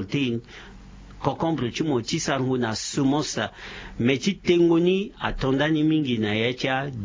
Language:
Sango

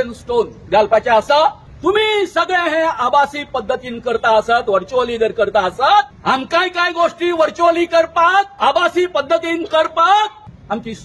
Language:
Konkani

